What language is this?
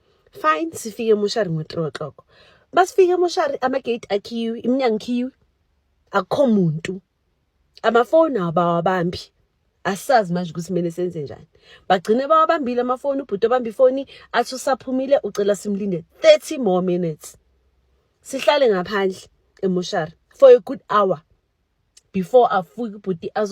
Zulu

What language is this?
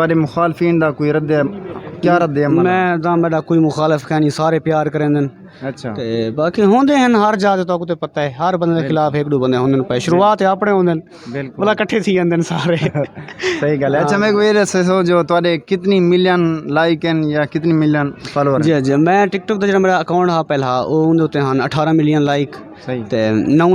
Saraiki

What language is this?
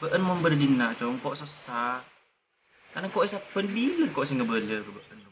Madurese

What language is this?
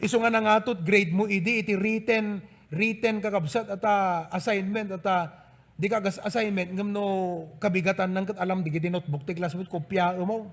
Iloko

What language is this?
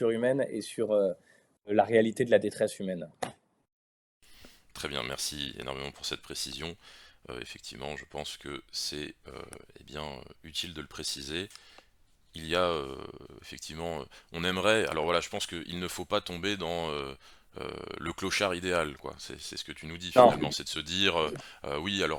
French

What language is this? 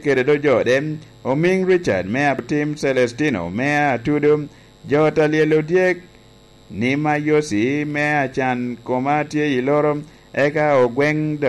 Lango (Uganda)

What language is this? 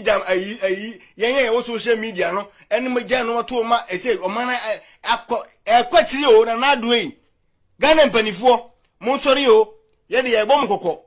Akan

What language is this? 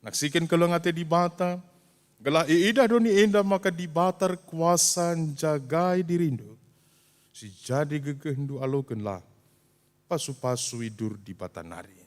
Batak Karo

